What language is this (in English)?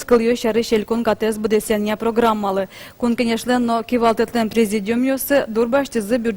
Udmurt